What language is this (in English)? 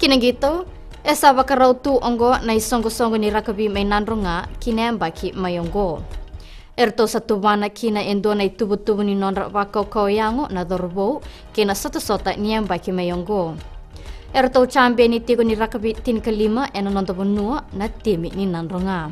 Fijian